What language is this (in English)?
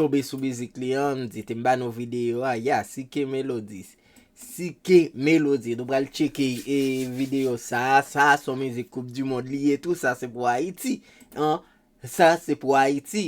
Haitian Creole